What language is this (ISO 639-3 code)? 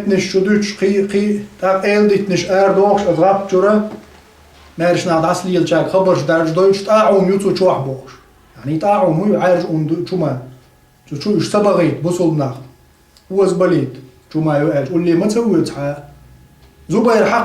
che